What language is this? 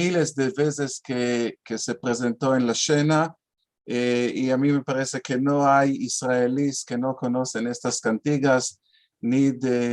Ladino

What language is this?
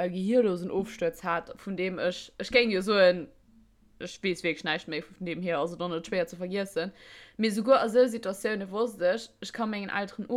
Luxembourgish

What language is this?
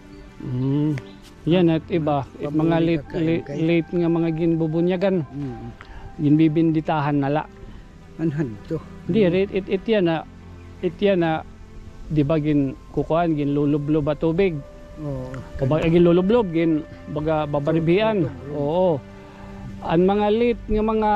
Waray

